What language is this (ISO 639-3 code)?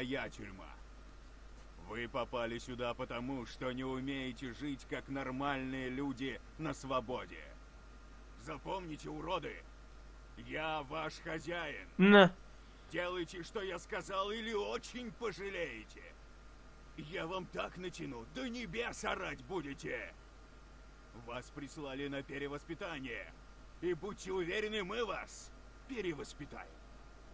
rus